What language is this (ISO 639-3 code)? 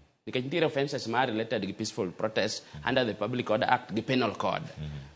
luo